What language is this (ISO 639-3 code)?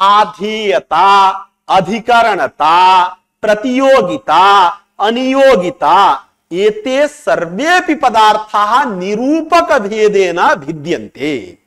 san